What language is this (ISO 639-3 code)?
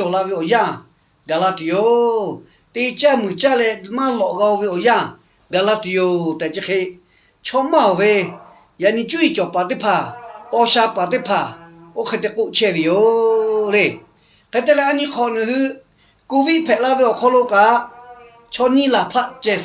lhu